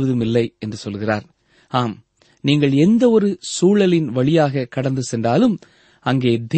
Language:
Tamil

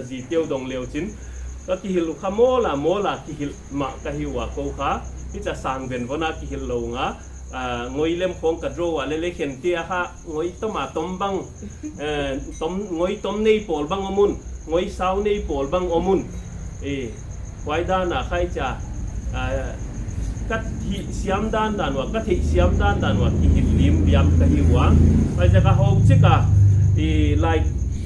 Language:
Paite Chin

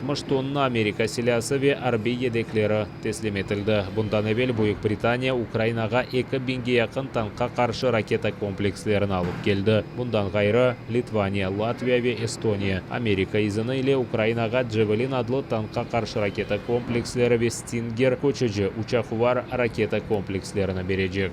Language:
Crimean Tatar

